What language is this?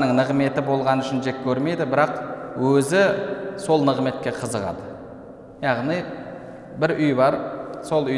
Kazakh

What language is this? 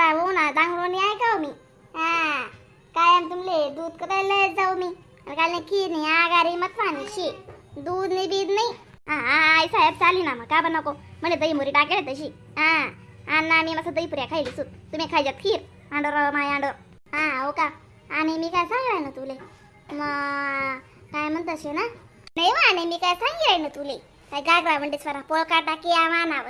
Khandesi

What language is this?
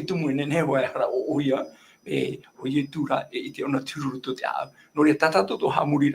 Tahitian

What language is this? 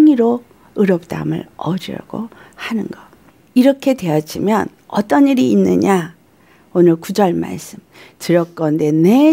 Korean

